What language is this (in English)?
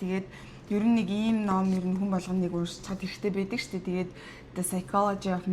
Mongolian